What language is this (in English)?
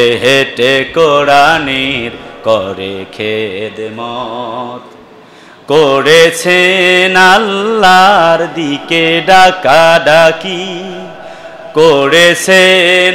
Bangla